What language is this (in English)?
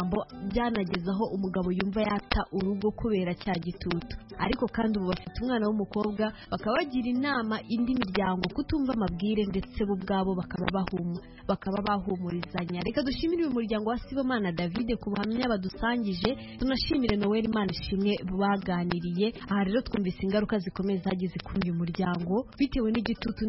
Kinyarwanda